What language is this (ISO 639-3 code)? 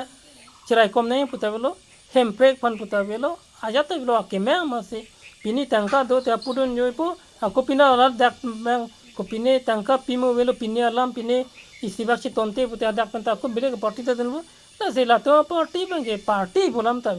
mjw